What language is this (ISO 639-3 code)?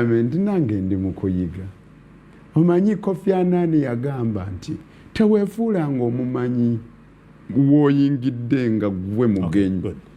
lug